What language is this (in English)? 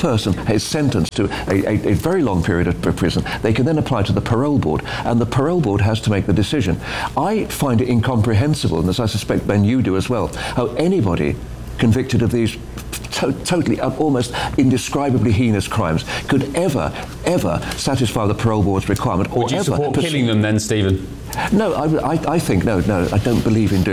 English